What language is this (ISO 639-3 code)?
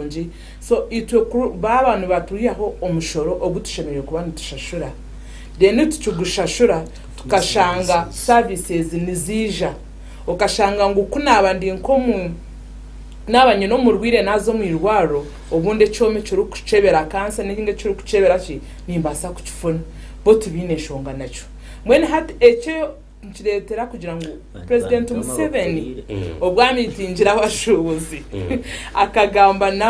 nyn